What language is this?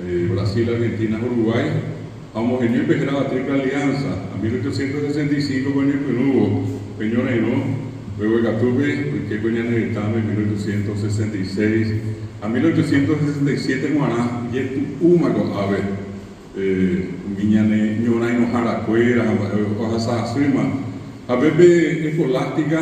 Guarani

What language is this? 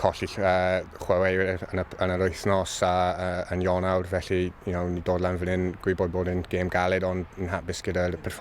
Welsh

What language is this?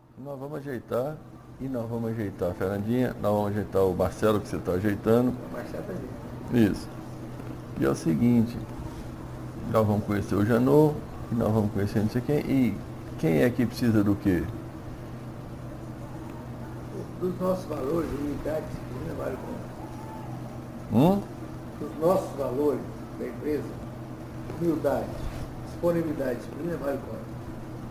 Portuguese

